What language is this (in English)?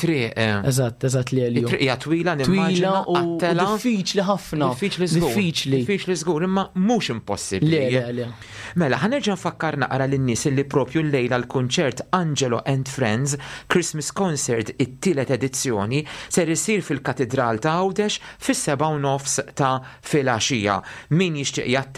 Maltese